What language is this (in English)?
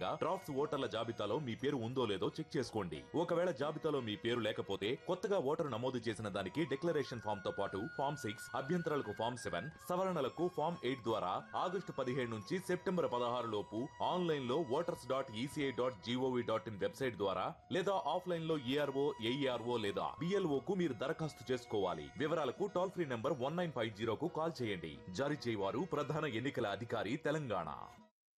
Telugu